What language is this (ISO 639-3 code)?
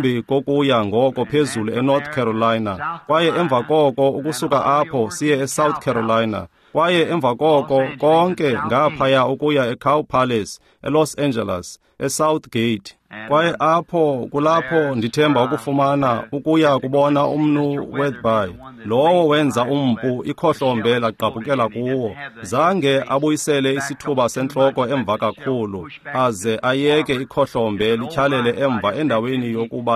xho